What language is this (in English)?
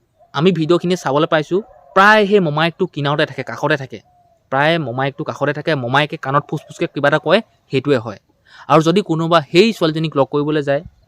Assamese